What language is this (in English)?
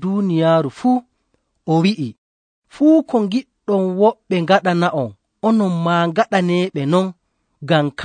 Nigerian Fulfulde